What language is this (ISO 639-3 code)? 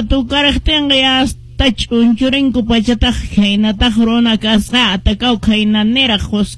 que